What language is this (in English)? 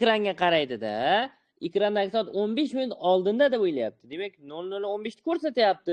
Uzbek